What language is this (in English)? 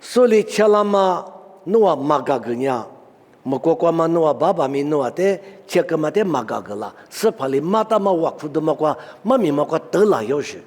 Lisu